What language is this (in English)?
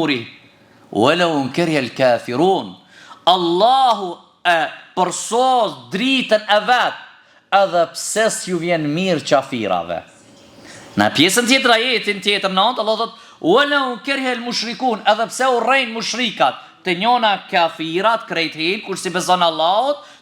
Albanian